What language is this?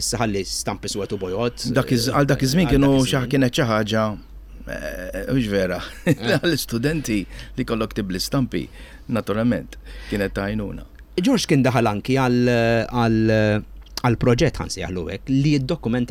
Maltese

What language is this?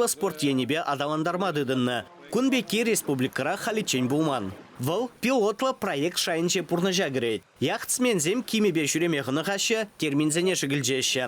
Chuvash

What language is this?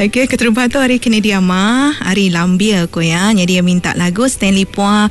Iban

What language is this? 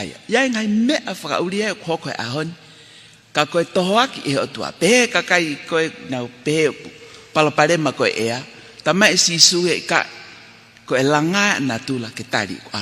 Tongan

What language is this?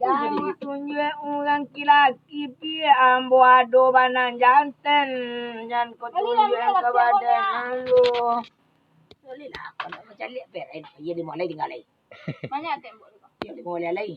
Minangkabau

